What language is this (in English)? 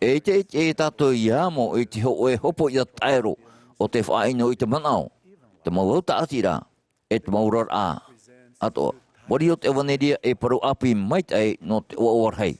Tahitian